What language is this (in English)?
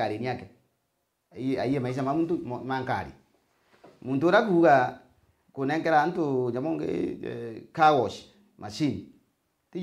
Meru